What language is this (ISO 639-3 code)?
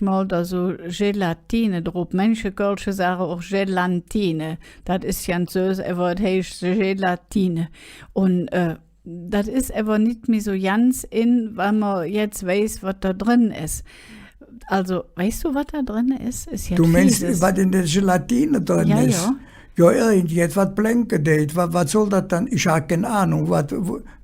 ksh